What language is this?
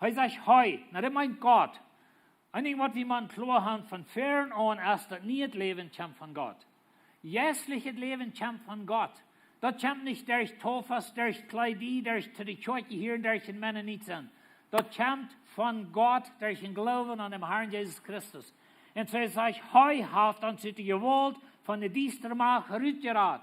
Plautdietsch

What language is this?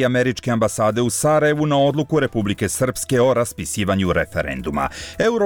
Bosnian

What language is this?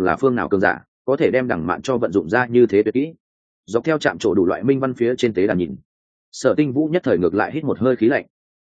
Vietnamese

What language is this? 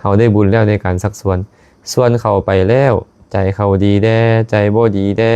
Lao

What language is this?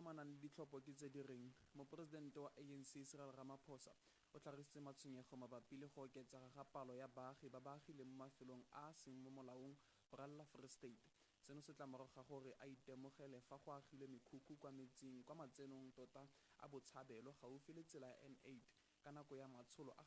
Tswana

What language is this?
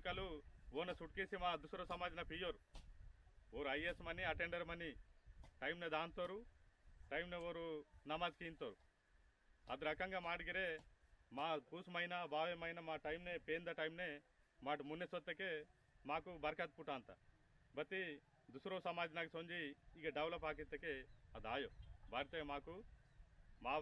Aheri Gondi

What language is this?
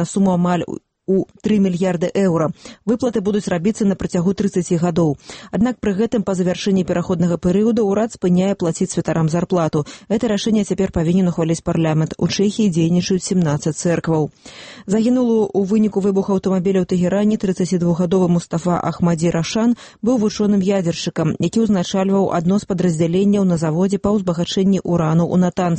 Belarusian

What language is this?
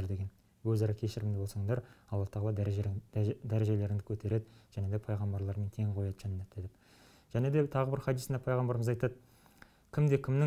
Kazakh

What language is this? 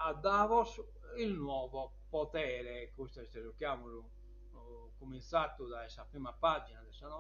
Sardinian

